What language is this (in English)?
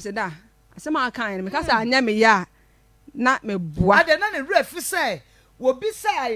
Akan